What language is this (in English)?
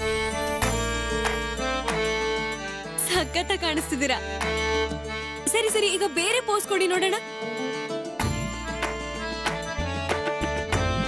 Kannada